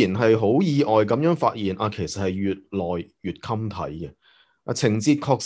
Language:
Cantonese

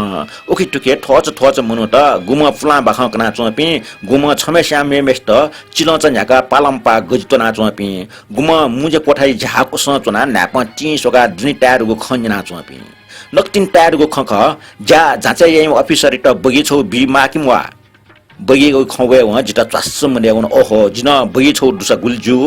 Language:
Newari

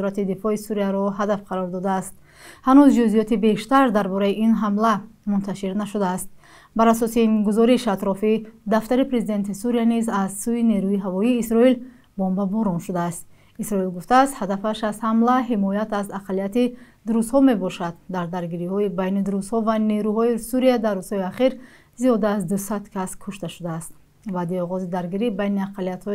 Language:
Tajik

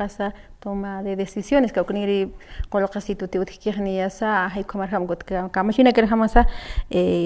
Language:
Aymara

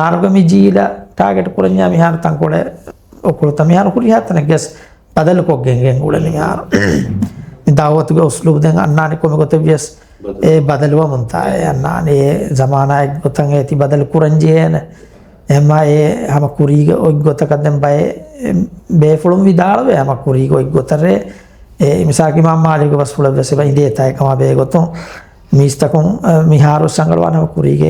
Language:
Divehi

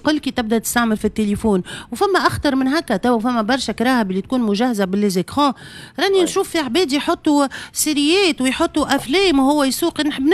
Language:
Tunisian Arabic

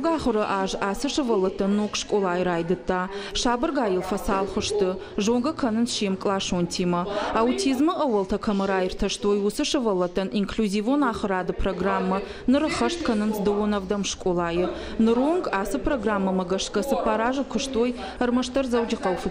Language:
Ossetic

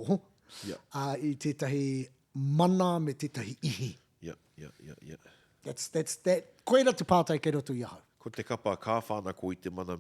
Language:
Māori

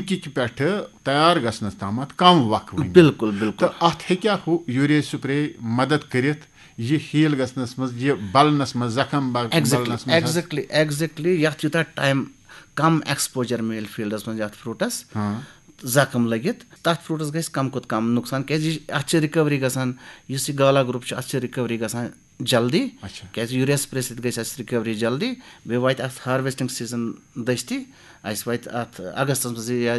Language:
Kashmiri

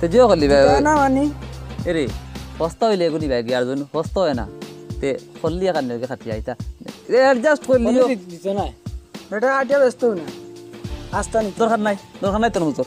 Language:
Sylheti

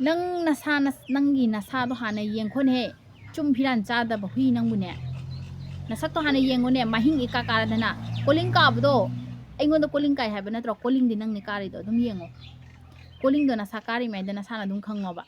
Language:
Manipuri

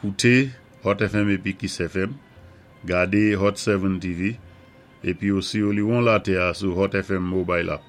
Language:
Saint Lucian Creole French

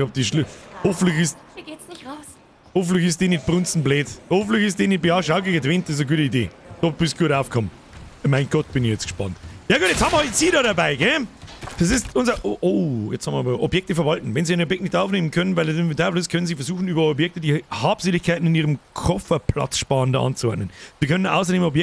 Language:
Bavarian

